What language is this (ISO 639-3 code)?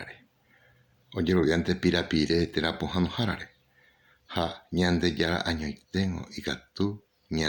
grn